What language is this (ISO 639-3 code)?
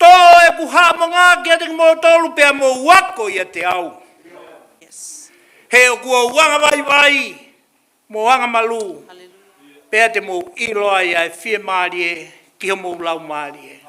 ton